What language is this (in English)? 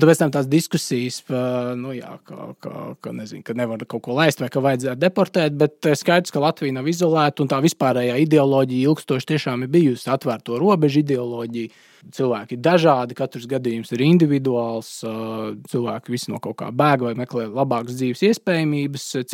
Latvian